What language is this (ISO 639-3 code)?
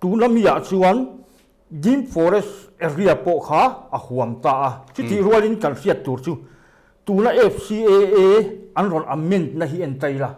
lus